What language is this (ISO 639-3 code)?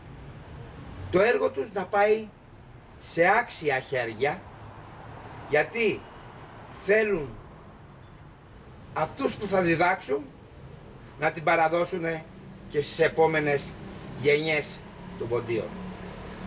ell